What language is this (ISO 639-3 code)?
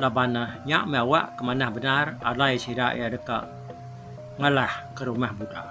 iba